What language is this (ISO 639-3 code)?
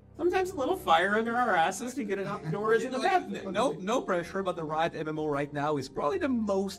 eng